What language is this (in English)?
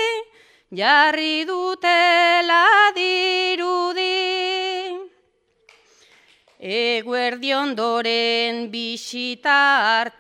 Basque